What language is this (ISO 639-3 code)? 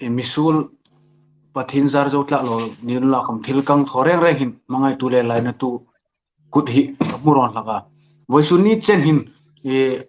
hmr